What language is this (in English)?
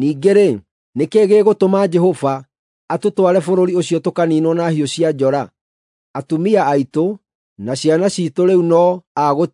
Kikuyu